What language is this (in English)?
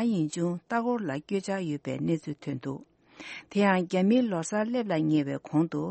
Tibetan